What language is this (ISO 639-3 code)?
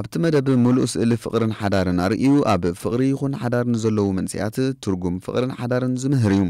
tir